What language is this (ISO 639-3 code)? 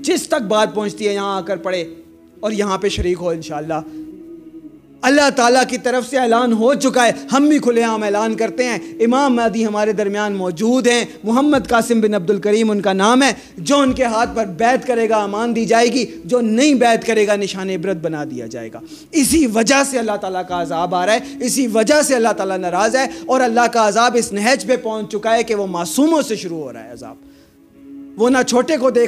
urd